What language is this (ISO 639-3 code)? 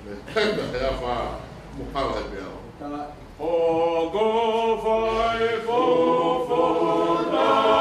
ton